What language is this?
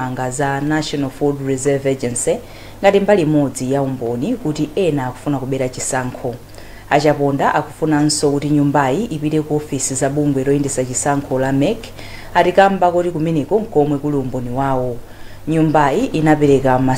Nyanja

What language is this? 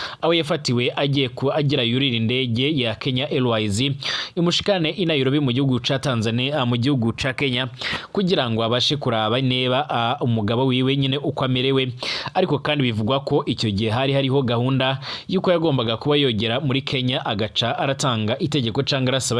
Rundi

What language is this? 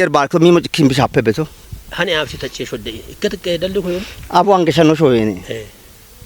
Kafa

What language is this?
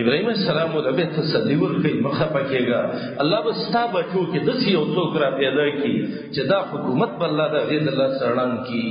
Pashto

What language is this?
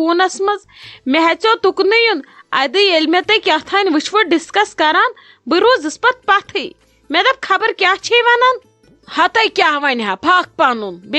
Kashmiri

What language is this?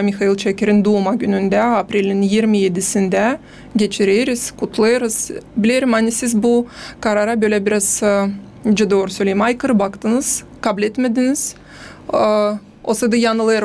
Gagauz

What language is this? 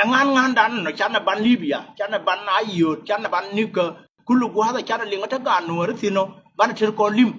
Nuer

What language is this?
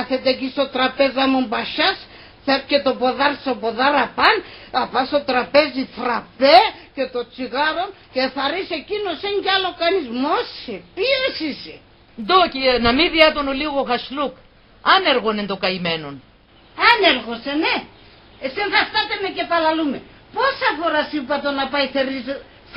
Pontic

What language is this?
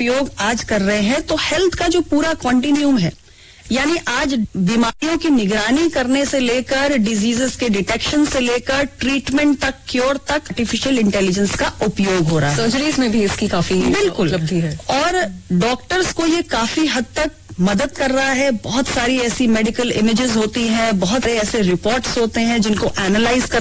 Hindi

